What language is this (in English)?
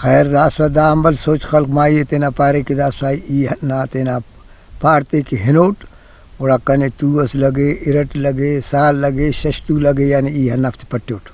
Brahui